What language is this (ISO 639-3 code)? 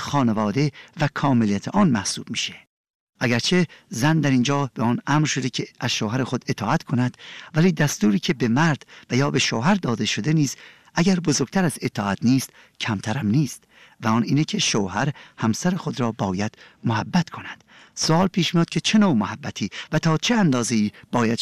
fas